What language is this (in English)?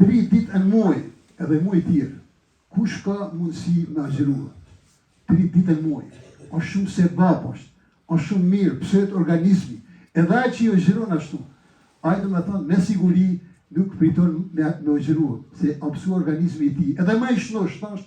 Albanian